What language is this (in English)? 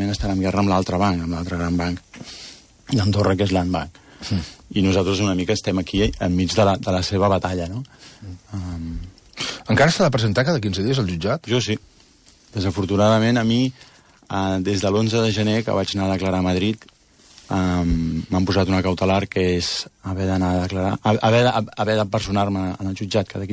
Catalan